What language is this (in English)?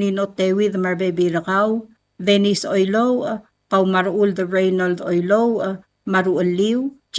Palauan